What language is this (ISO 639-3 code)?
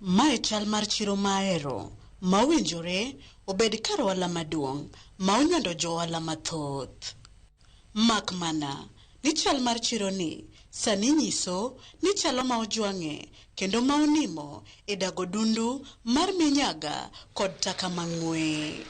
luo